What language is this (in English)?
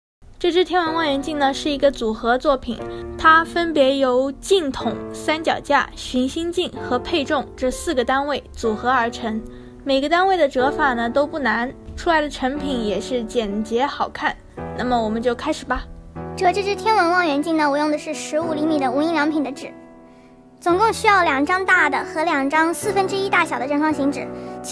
Chinese